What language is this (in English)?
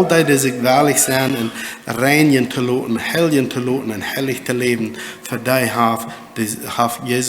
Plautdietsch